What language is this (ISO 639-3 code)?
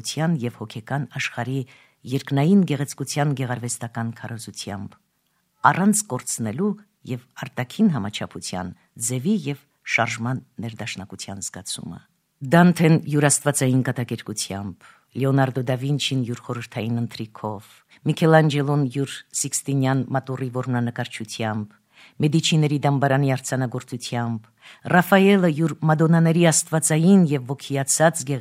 hye